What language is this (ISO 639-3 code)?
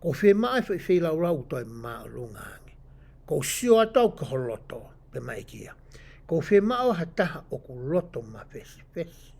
ton